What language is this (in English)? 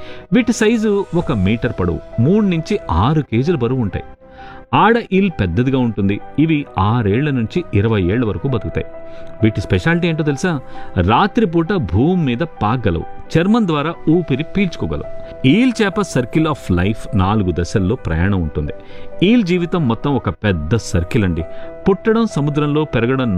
Telugu